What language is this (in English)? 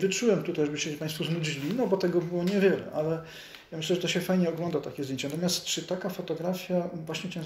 Polish